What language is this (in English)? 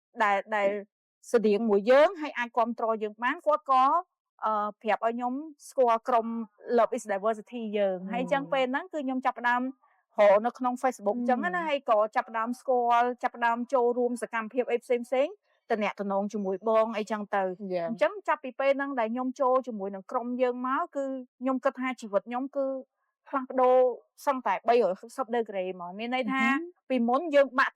Khmer